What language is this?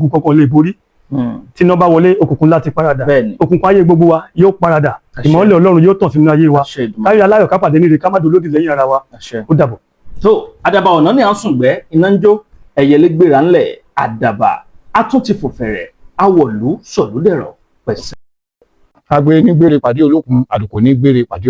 Yoruba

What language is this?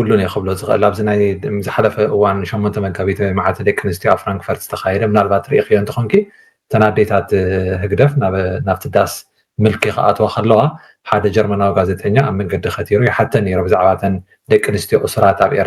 Tigrinya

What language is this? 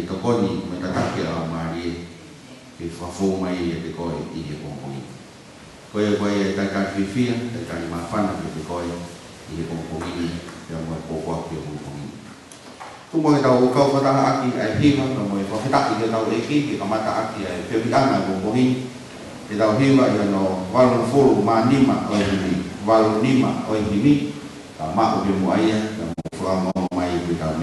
Tongan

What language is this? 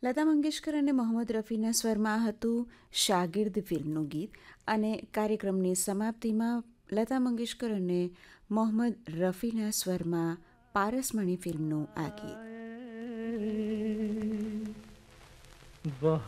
Gujarati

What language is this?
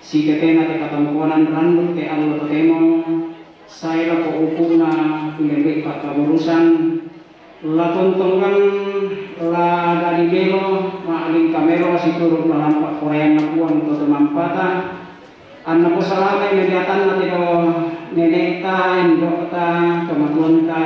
Toraja-Sa'dan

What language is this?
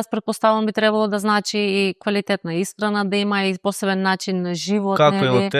Macedonian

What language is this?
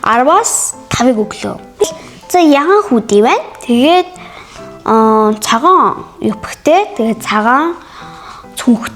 Mongolian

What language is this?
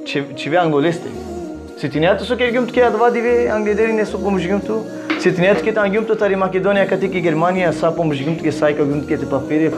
Balkan Romani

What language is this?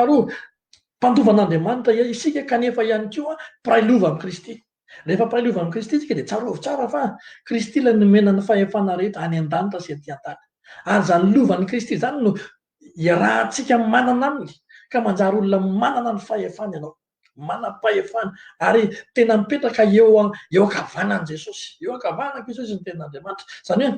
Malagasy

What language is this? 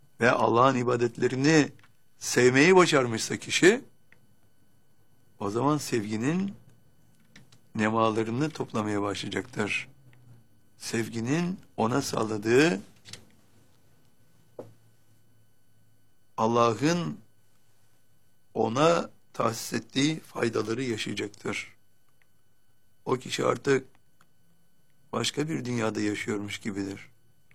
Turkish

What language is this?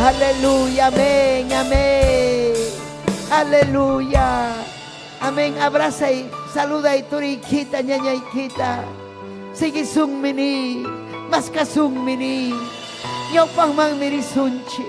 Ayacucho Quechua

